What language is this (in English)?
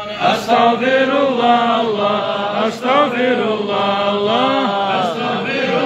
Kumyk